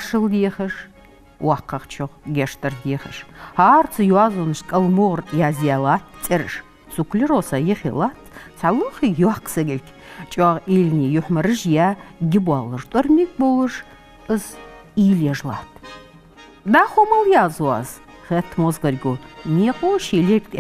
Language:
Ingush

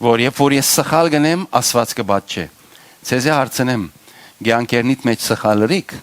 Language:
Western Armenian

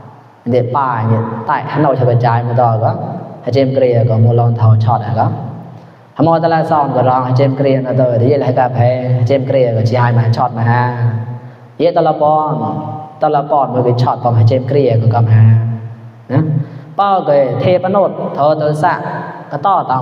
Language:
Mon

